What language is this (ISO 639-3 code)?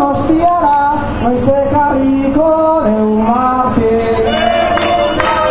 eus